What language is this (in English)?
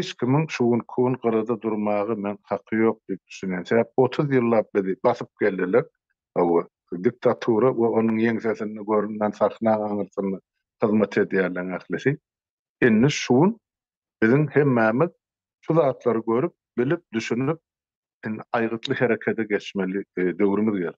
Turkmen